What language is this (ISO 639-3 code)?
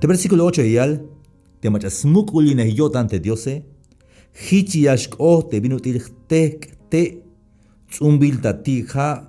tzh